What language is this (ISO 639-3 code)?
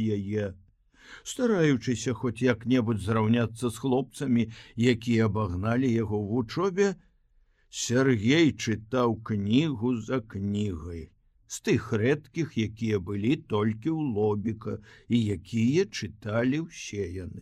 bel